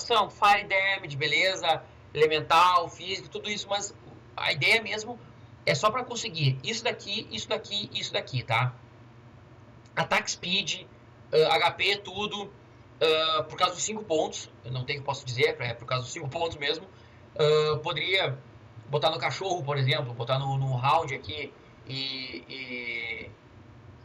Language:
Portuguese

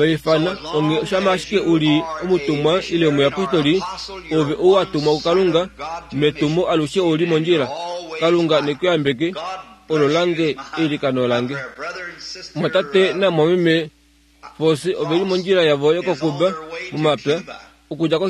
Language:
Kuanyama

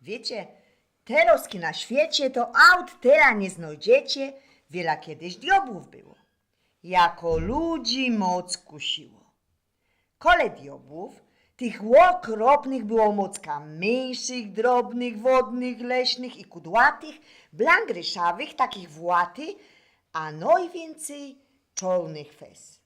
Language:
Silesian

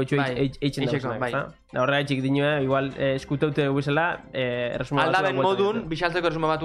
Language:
Basque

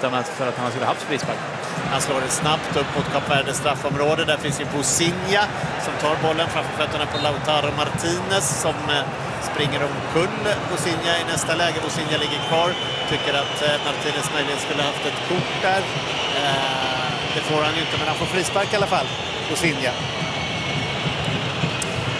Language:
Swedish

